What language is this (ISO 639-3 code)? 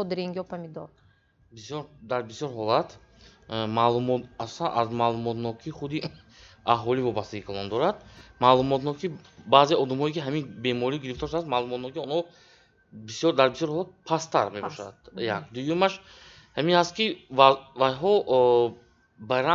tgk